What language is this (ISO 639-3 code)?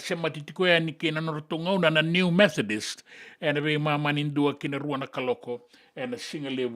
fij